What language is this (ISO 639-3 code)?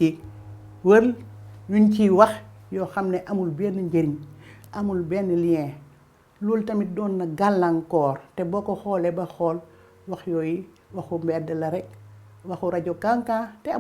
wol